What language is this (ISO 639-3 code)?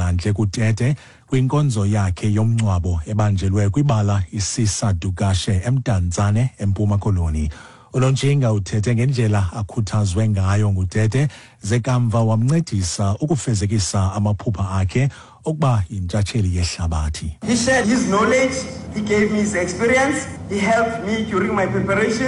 xho